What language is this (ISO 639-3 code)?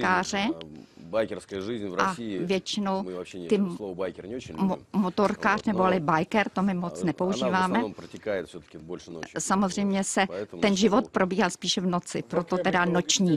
ces